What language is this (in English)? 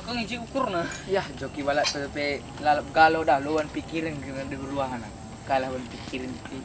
Batak Karo